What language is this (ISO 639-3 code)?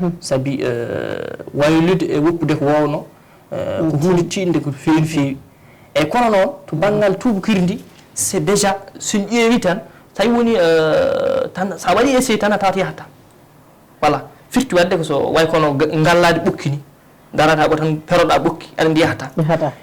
ful